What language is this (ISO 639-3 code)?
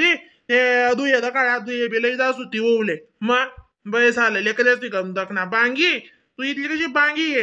khn